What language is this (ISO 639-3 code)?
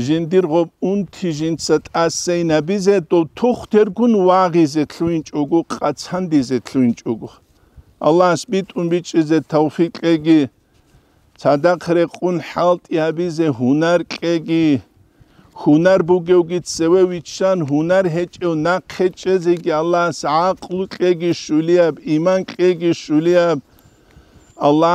ava